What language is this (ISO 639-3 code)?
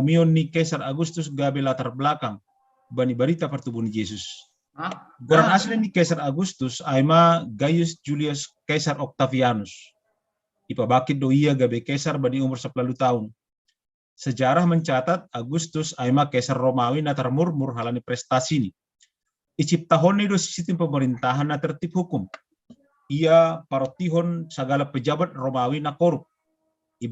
bts